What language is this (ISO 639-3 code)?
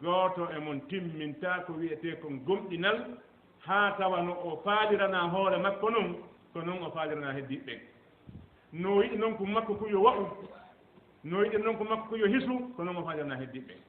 ful